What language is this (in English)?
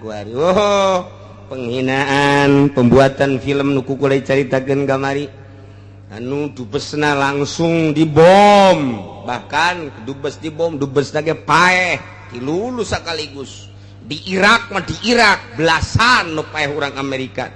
Sundanese